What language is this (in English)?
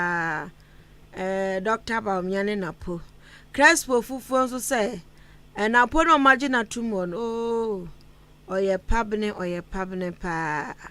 Akan